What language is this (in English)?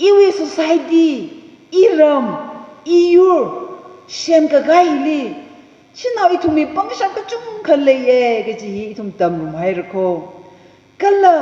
Tangkhul Naga (India)